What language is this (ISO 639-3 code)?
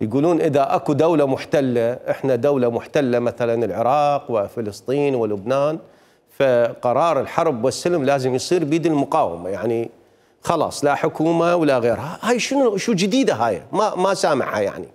acm